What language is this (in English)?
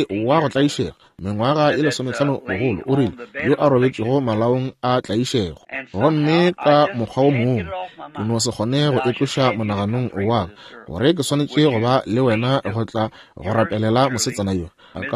Northern Sotho